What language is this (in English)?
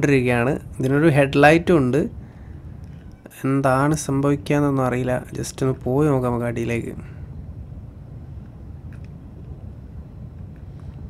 Malayalam